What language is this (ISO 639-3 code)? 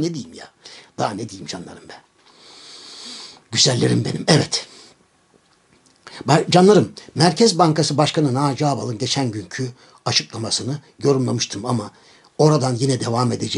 tur